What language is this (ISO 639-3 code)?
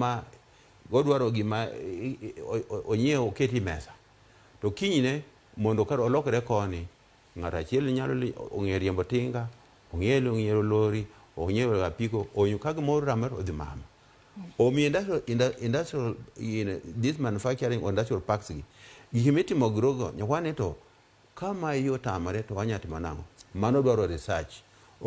luo